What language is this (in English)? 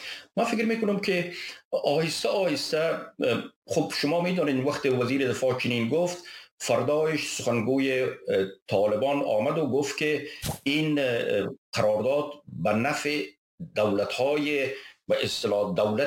Persian